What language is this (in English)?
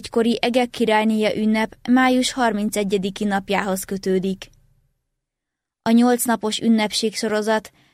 Hungarian